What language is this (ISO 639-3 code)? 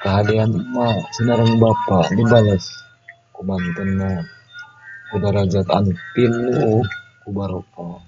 sun